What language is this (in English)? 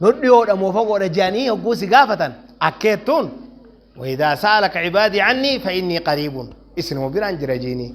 Oromo